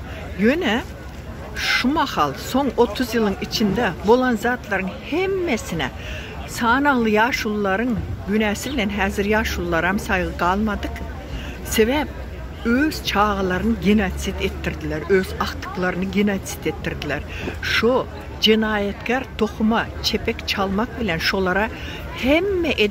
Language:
Turkmen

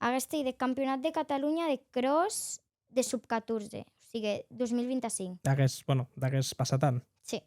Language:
Occitan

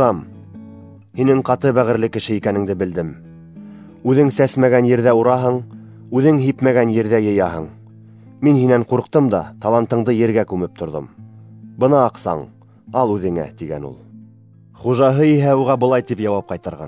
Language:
Bashkir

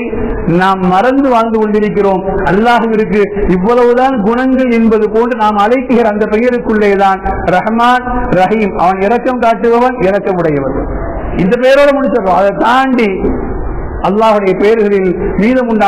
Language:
Tamil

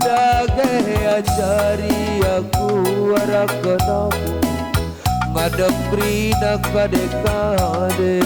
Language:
Batak Karo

